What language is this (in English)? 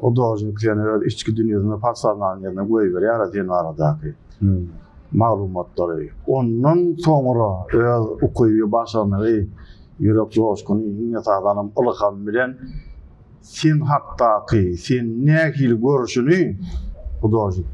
Turkmen